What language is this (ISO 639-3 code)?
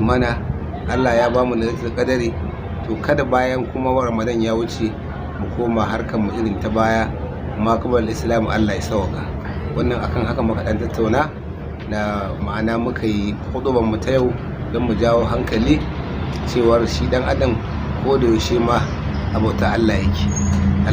hau